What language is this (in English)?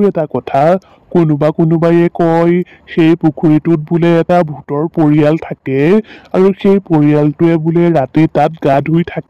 Assamese